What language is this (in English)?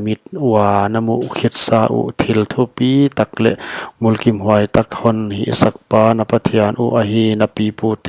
Paite Chin